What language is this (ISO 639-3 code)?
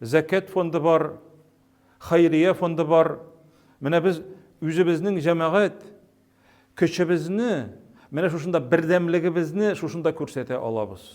tat